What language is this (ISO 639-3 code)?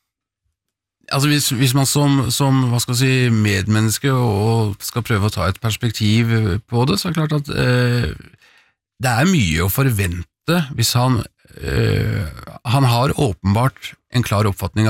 nor